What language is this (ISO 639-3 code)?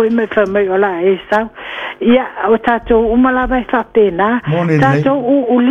smo